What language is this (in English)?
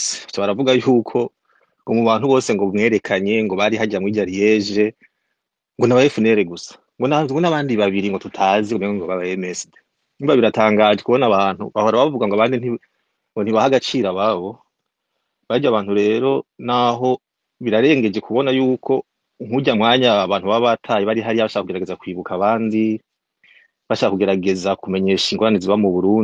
Rundi